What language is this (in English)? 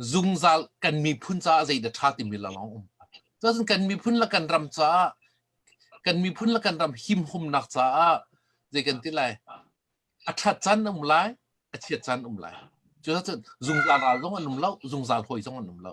Hakha Chin